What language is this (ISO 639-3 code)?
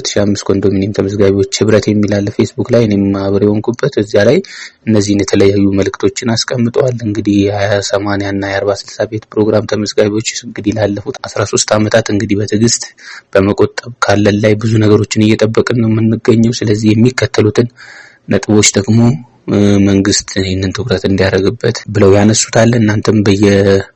amh